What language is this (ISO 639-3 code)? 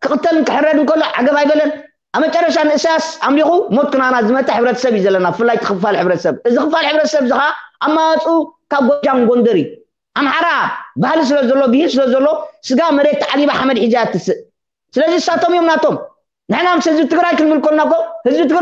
tir